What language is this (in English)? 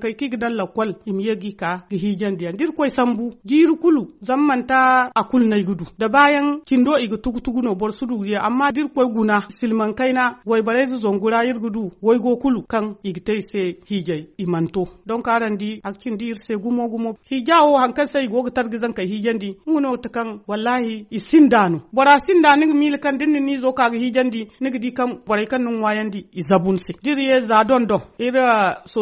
Zarma